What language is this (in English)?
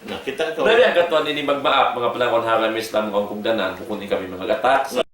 Tausug